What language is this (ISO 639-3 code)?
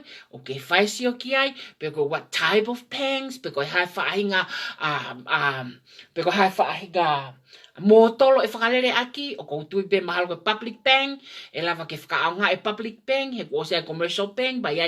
ton